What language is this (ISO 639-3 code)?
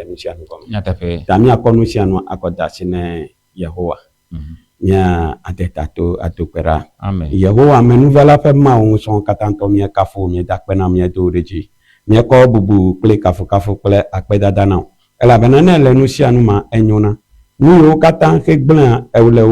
ewe